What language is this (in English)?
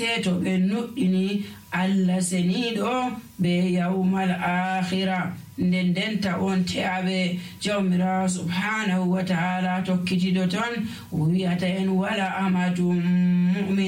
Nigerian Fulfulde